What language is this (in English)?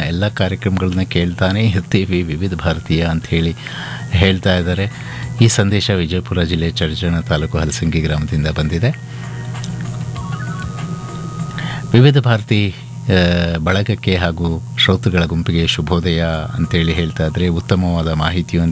Kannada